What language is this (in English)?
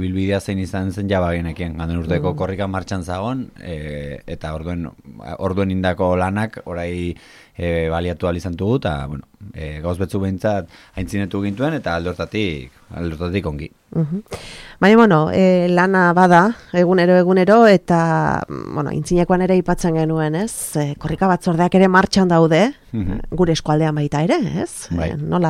Basque